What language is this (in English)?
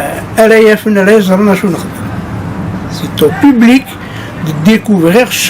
Kabyle